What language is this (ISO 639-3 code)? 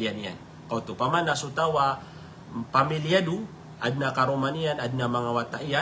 mrw